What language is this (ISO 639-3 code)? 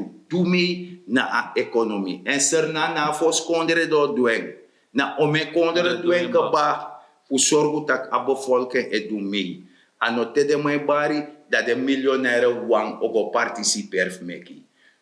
srn